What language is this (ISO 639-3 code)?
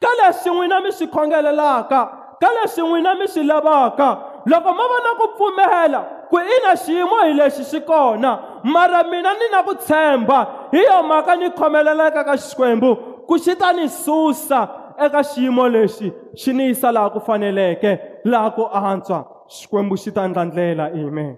tso